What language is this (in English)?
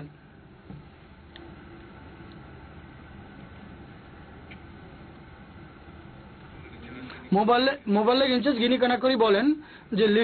Bangla